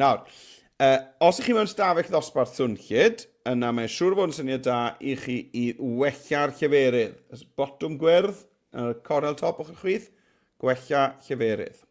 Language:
Welsh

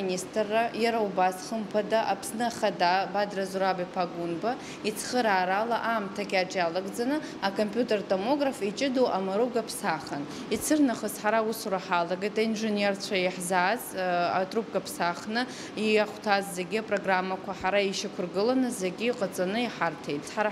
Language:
Abkhazian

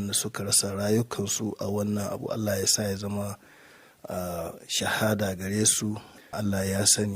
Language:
Hausa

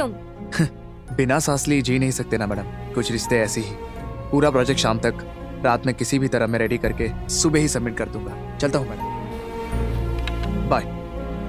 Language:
Hindi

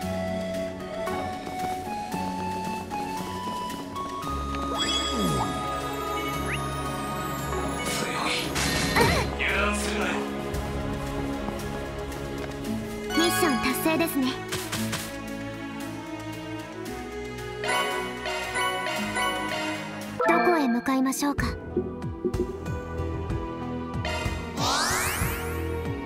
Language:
Japanese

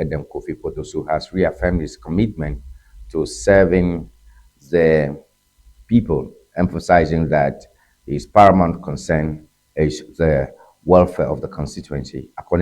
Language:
Ewe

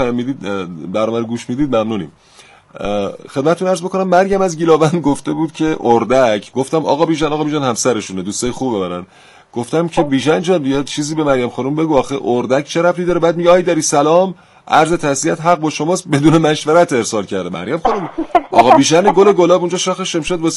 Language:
Persian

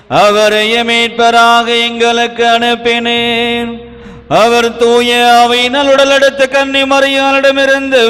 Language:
Tamil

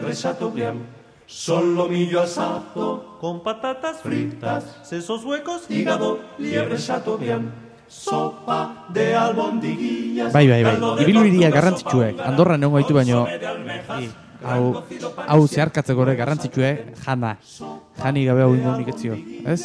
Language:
Basque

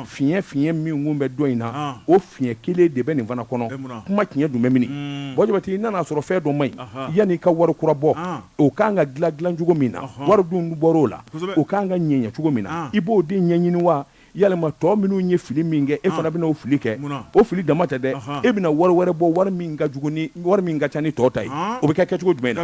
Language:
Bambara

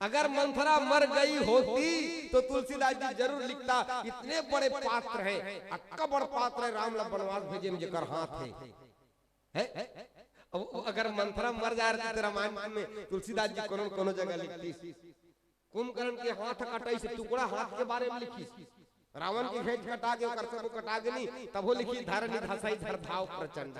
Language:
Chhattisgarhi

